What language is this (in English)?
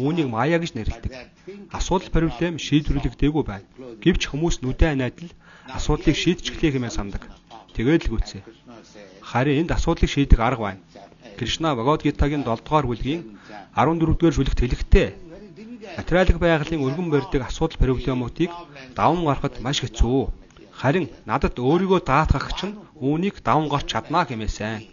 Mongolian